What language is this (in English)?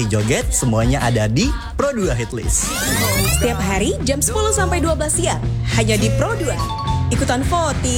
Indonesian